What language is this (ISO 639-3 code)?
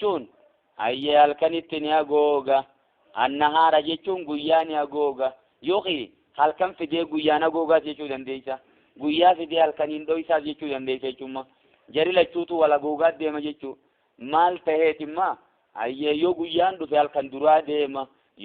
orm